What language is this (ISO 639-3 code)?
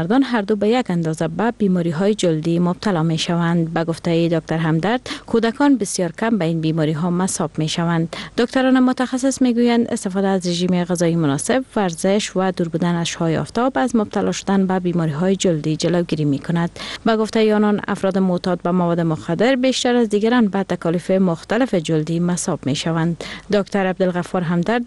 fas